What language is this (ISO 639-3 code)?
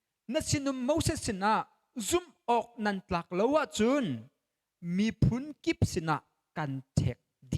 cnh